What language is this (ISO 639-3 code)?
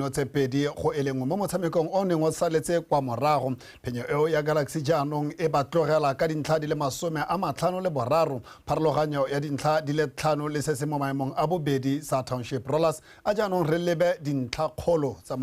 tsn